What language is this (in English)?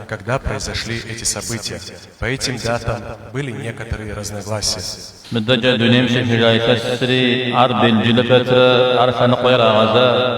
Kabardian